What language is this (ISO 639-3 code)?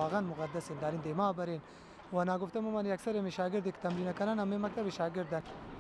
bal